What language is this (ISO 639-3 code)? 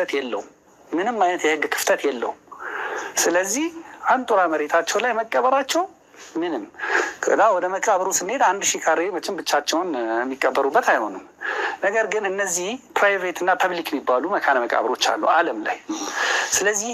amh